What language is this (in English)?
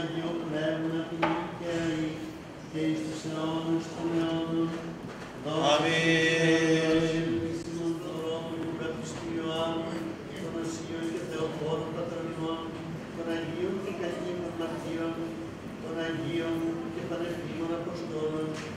Greek